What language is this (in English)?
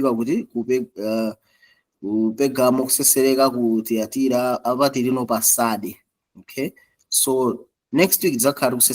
Nyanja